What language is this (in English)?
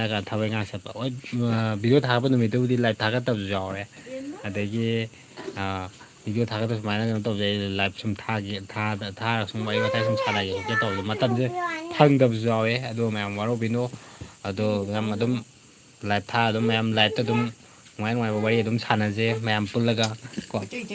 Manipuri